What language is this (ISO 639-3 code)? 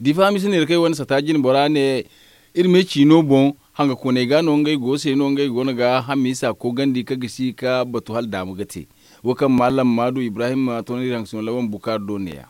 dje